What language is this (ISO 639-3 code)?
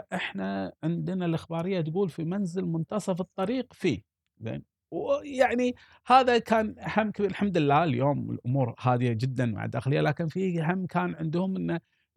afb